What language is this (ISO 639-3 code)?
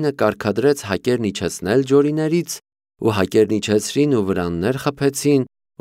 hye